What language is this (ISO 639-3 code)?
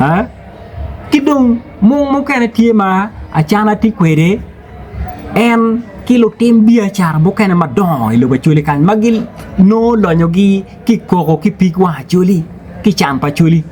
ach